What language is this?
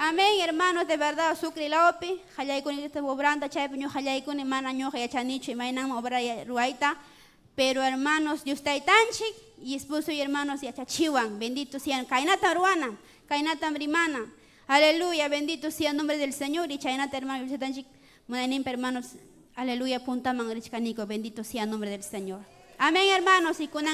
Ayacucho Quechua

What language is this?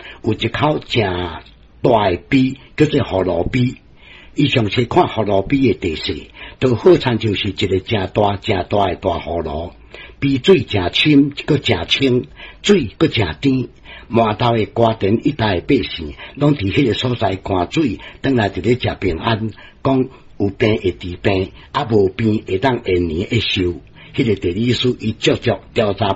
Min Nan Chinese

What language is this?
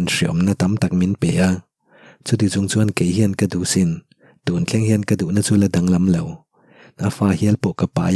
Mizo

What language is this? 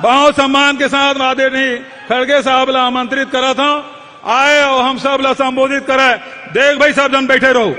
Chhattisgarhi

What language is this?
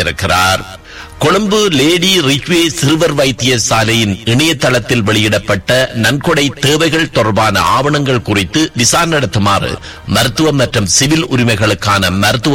Tamil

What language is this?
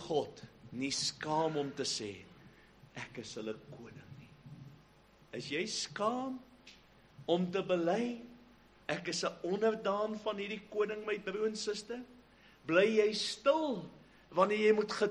Afrikaans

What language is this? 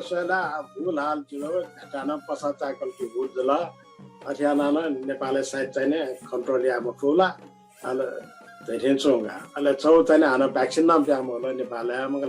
Newari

